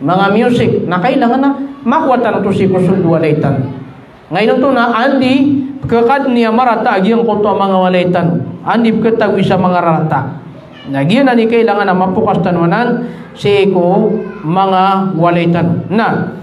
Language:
Maranao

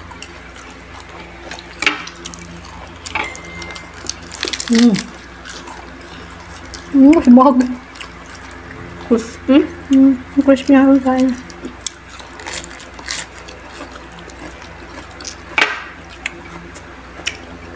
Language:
Filipino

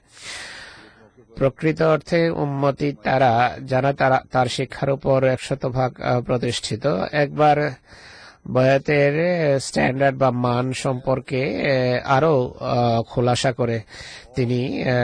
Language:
Bangla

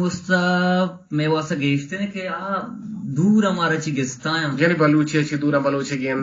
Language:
Eastern Balochi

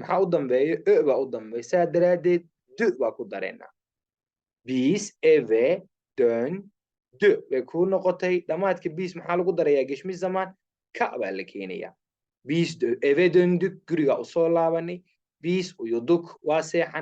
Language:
Somali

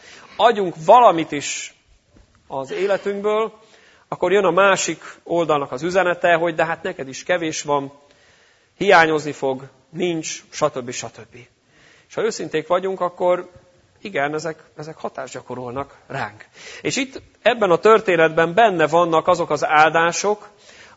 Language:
Hungarian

